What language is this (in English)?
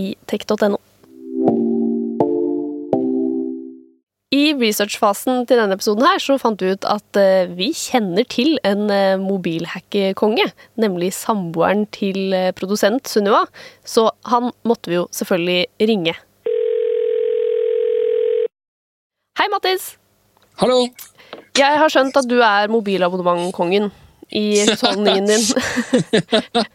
Norwegian